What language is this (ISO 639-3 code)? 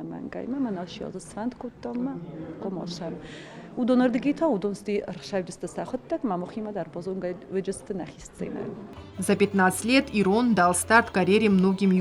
oss